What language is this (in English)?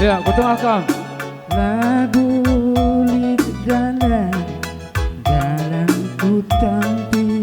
Batak Karo